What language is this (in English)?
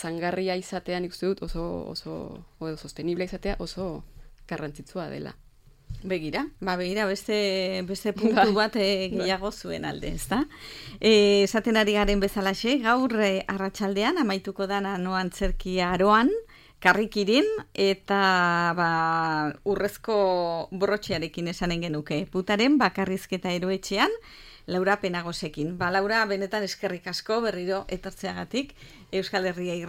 Basque